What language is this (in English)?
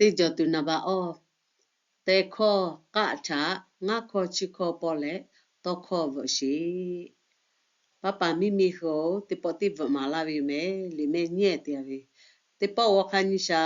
Lahu